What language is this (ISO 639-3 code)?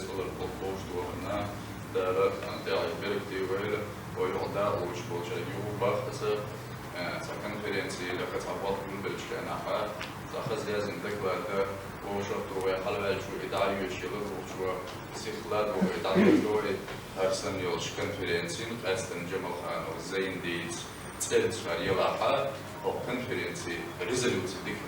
che